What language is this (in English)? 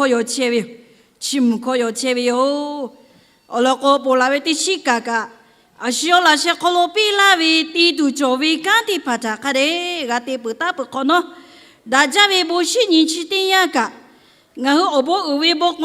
Lahu